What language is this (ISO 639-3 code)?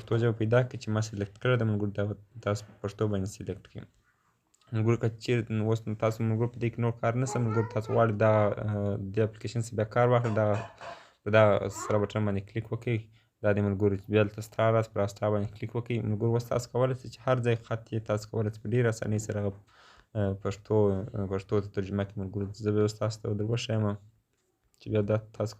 pus